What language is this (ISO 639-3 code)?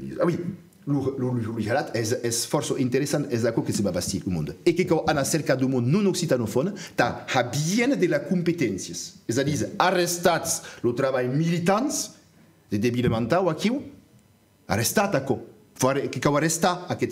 oci